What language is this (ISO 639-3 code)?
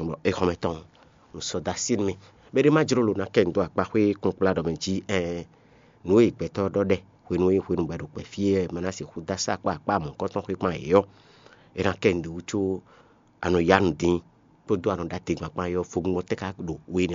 fon